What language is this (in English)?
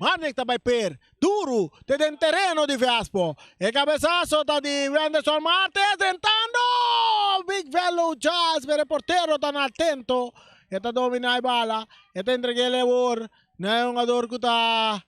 Papiamento